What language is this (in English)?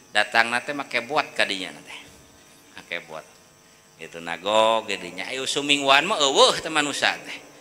Sundanese